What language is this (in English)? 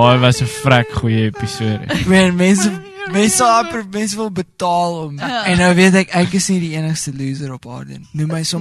Afrikaans